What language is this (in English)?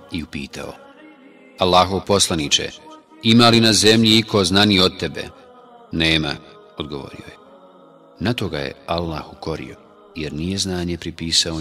Bosnian